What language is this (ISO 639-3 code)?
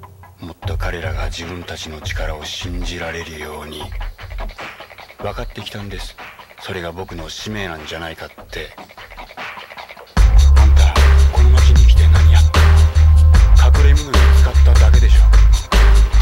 jpn